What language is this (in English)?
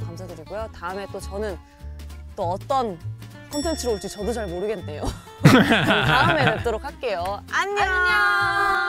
Korean